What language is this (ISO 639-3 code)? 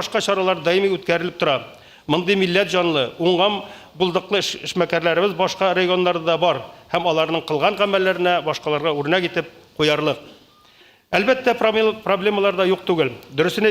tat